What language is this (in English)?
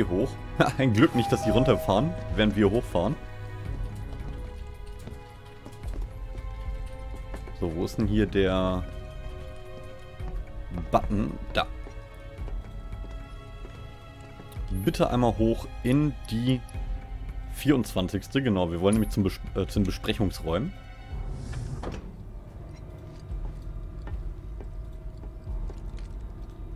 German